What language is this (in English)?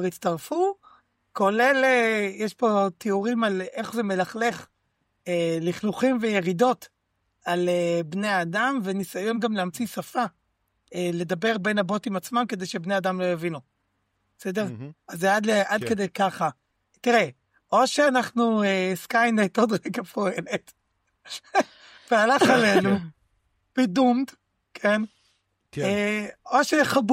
Hebrew